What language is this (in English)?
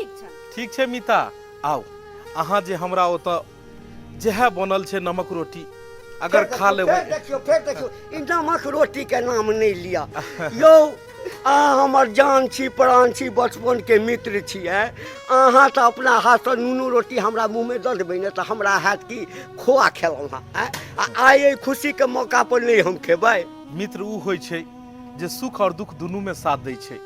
Maithili